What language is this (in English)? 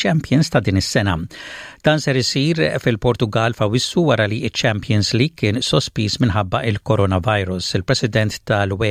Maltese